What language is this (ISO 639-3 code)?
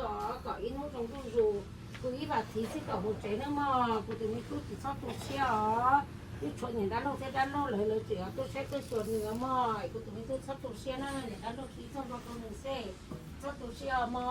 hmn